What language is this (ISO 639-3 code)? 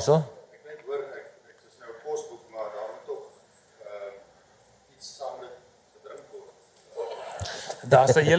afr